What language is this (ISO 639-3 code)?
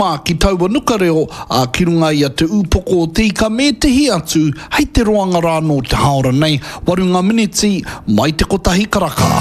mri